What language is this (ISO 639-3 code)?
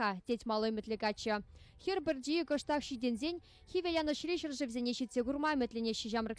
chv